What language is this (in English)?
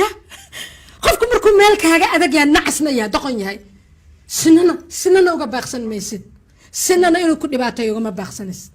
Somali